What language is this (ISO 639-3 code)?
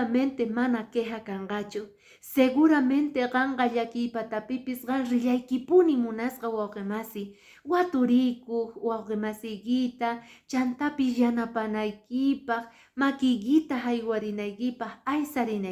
que